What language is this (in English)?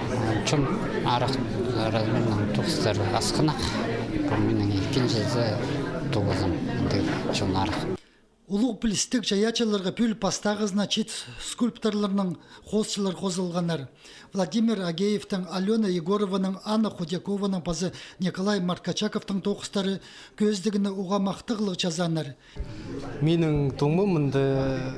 Khakas